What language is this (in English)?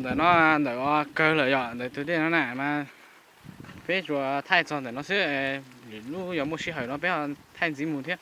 Hmong